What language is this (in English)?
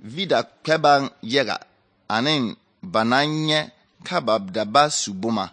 Southern Dagaare